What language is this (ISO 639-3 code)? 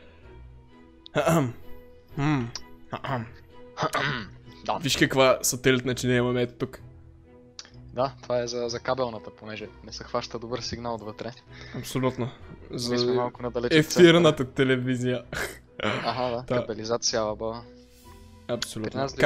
bul